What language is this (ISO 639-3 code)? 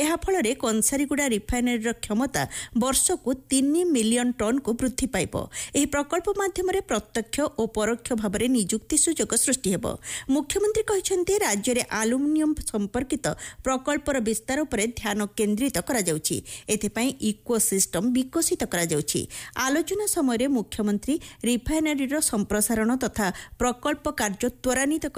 ori